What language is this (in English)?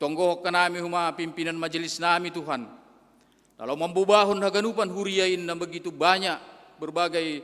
Batak Simalungun